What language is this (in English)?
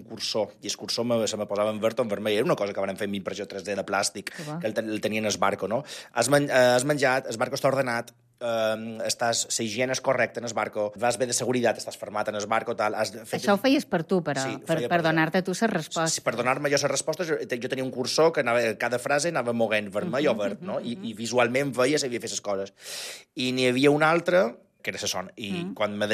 Catalan